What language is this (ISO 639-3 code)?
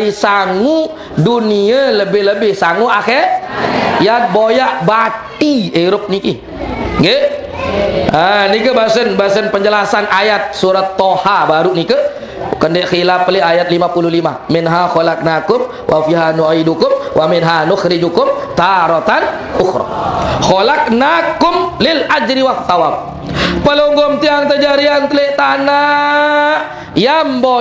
sas